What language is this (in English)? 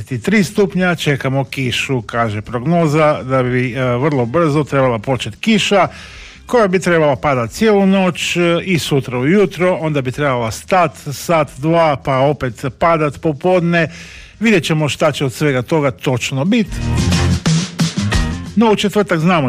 Croatian